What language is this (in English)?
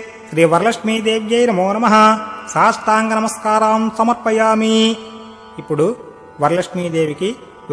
Telugu